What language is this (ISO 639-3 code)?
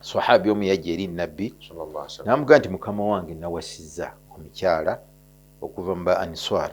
lug